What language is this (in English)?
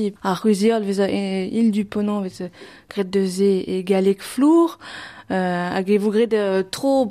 Breton